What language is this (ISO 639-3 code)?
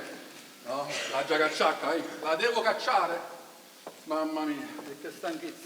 nap